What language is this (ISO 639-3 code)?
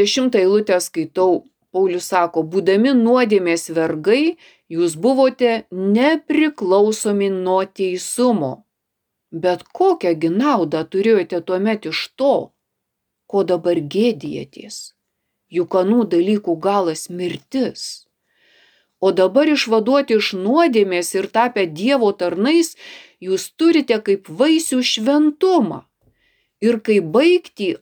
lit